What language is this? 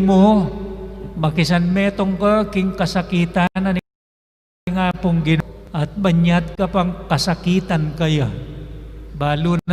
Pampanga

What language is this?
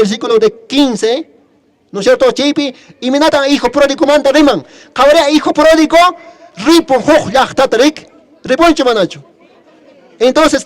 Quechua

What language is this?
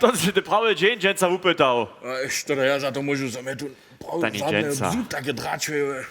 Upper Sorbian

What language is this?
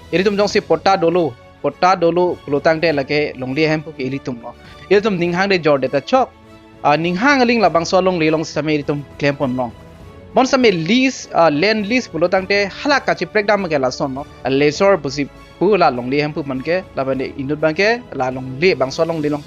Karbi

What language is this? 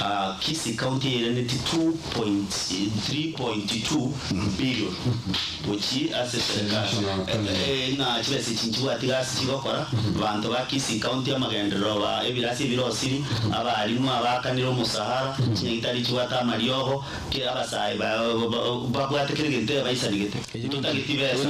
Gusii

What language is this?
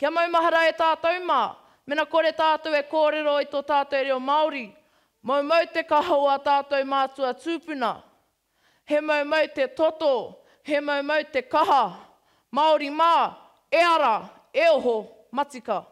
Māori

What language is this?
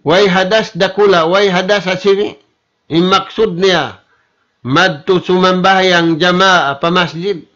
Tausug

